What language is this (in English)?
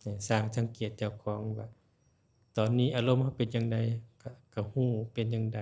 Lao